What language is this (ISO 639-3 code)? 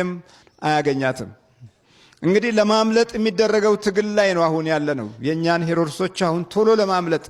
amh